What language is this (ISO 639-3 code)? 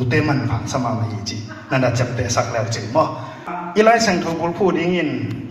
ctd